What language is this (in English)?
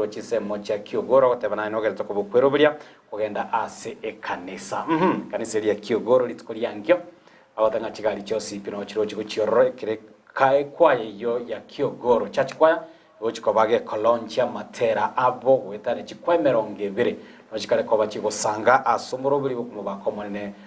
Gusii